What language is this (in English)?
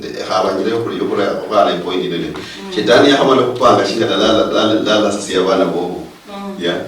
Luyia